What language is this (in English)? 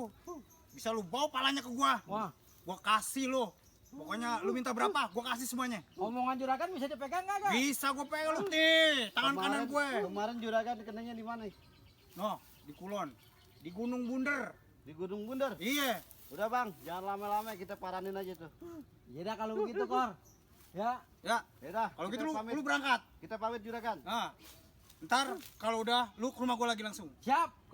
Betawi